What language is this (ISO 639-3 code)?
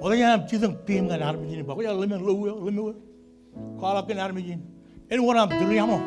mah